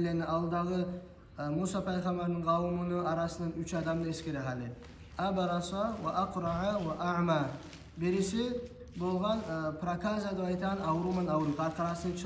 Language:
Kumyk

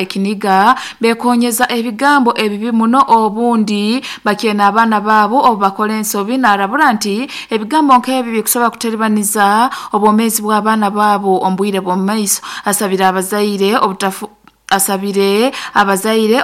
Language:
Nyankole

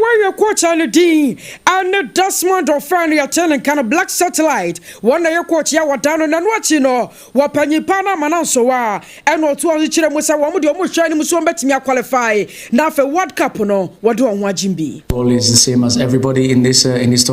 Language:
Akan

